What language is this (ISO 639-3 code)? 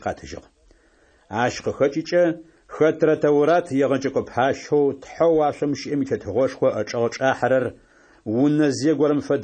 ady